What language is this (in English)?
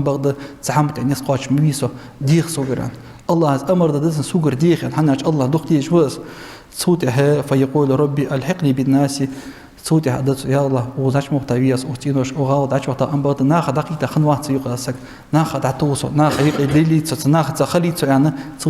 Ingush